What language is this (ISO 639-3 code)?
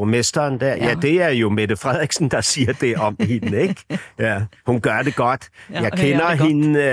dan